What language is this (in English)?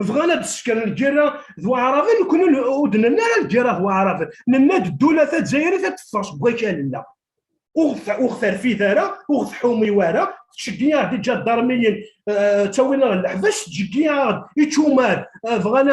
Kabyle